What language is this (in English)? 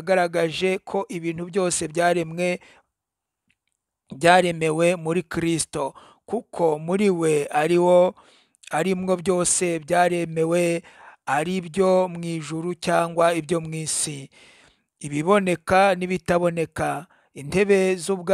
Kinyarwanda